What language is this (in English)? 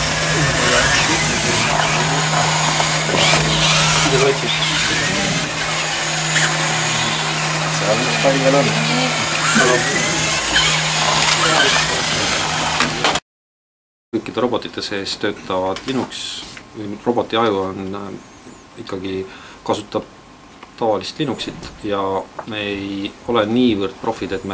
Estonian